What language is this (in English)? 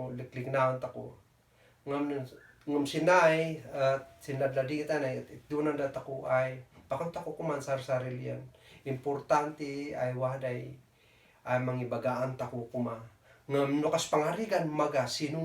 Kankanaey